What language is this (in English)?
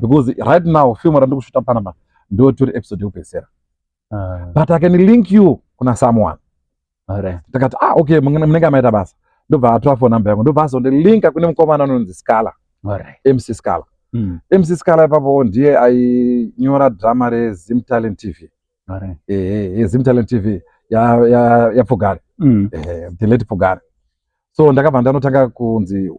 Shona